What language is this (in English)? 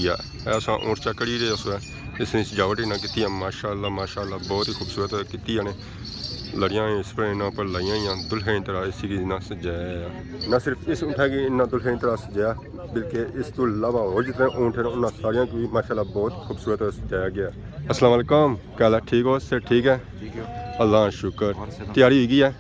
Pahari-Potwari